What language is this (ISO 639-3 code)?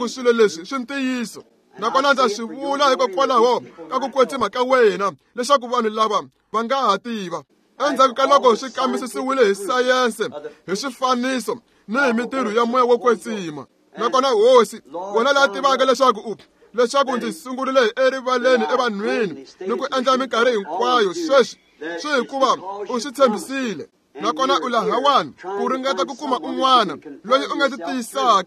tso